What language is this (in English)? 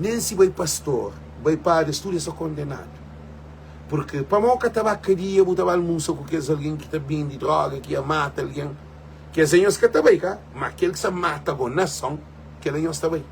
Kabuverdianu